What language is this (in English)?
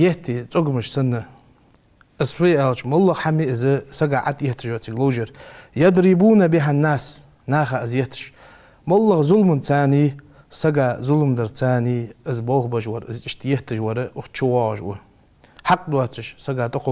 Ingush